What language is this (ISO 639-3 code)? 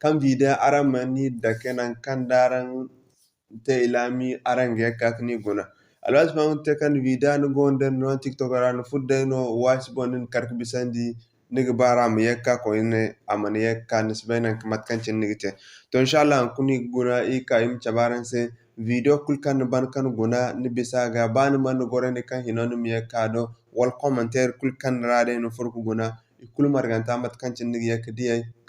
dje